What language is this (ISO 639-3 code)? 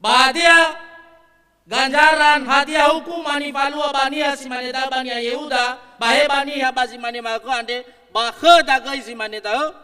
nia